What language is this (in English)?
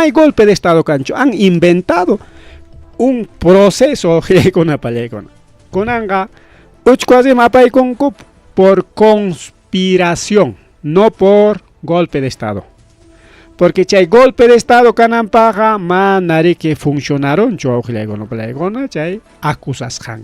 Ayacucho Quechua